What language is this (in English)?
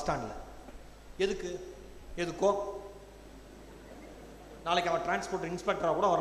Tamil